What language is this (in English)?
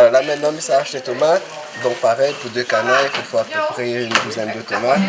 Réunion Creole French